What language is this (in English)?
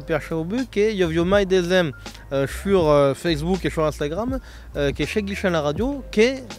Occitan